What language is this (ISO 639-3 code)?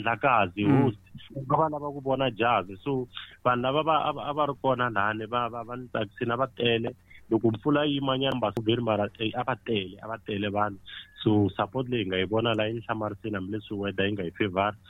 tso